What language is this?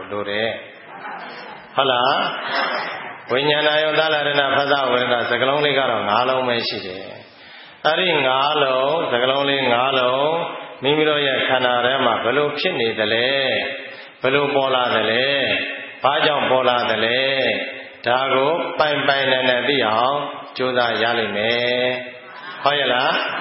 Burmese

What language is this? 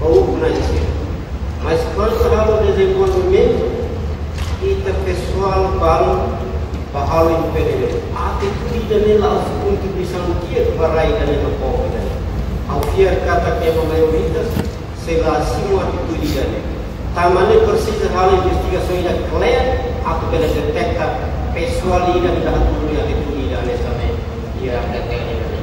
Tetum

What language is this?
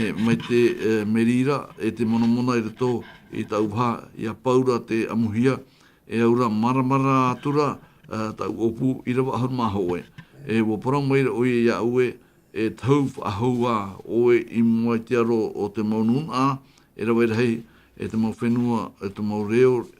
Tahitian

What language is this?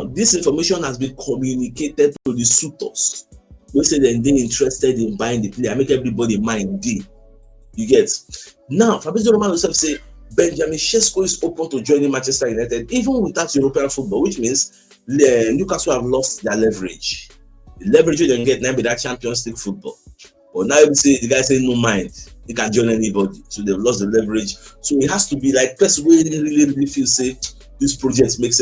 Nigerian Pidgin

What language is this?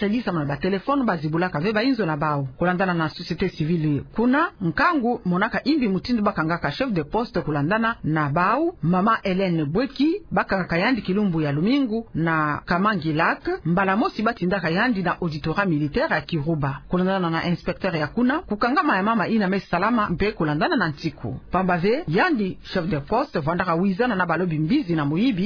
Kituba (Democratic Republic of Congo)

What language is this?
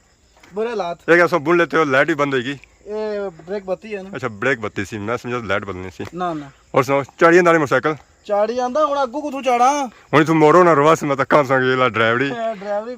Pahari-Potwari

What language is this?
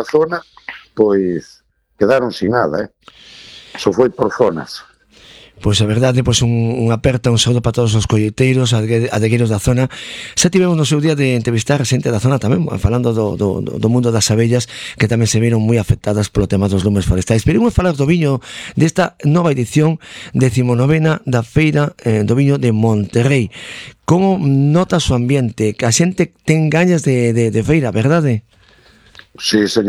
Galician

